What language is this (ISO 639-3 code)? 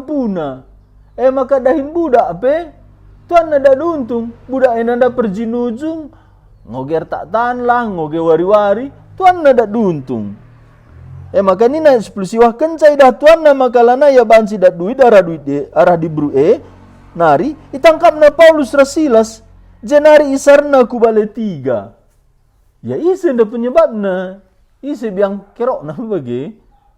btx